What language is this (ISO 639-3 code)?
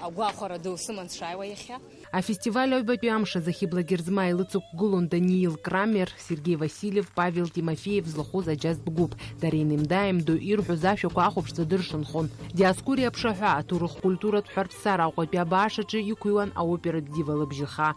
abk